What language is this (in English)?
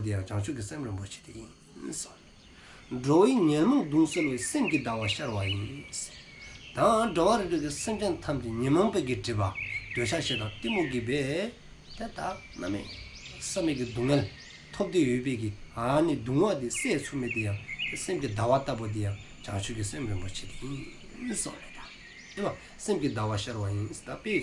Dzongkha